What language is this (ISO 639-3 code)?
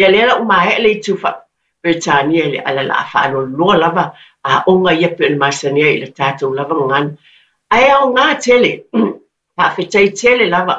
smo